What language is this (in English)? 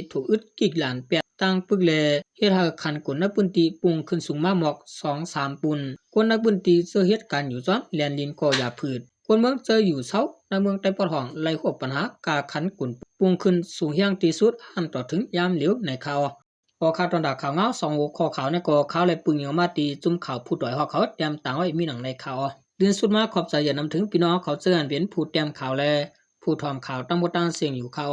Shan